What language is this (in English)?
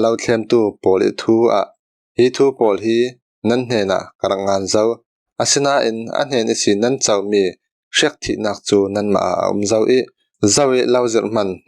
Falam Chin